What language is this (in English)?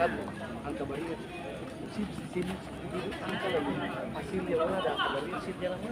Ambonese Malay